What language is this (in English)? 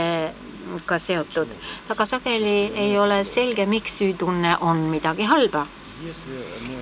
Estonian